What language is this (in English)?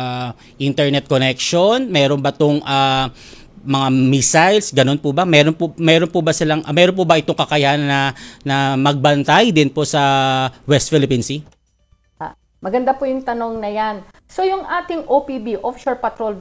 Filipino